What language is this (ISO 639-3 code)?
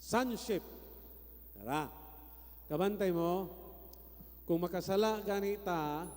ceb